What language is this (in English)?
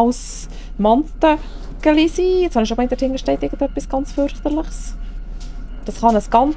Swiss German